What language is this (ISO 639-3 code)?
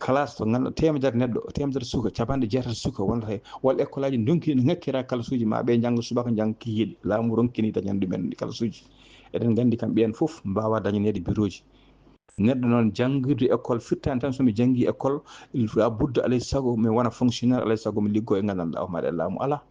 ful